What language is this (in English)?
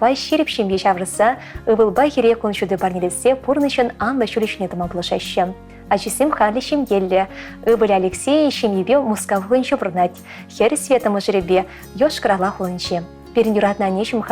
Chuvash